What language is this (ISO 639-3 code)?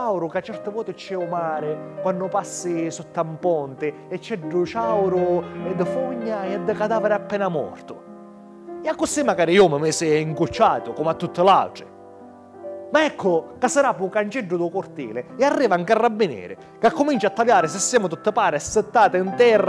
scn